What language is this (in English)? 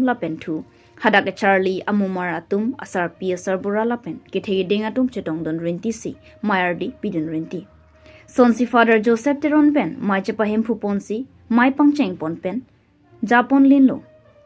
Karbi